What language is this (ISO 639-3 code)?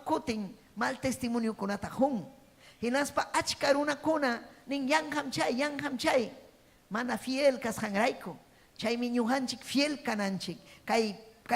quy